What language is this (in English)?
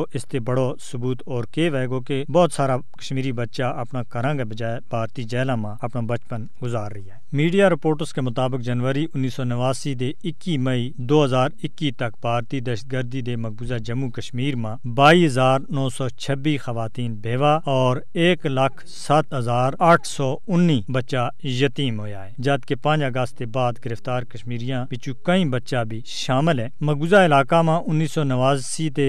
Gujari